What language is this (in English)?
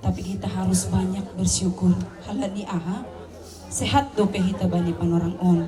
Batak Simalungun